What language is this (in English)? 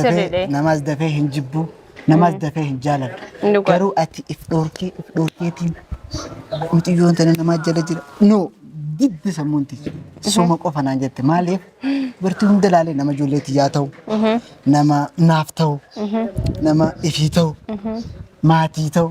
Oromo